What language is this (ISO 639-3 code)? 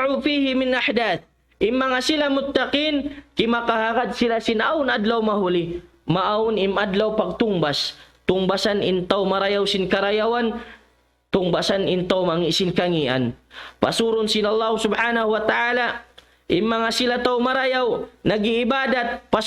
tsg